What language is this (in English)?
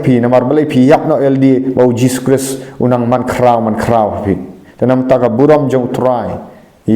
Khasi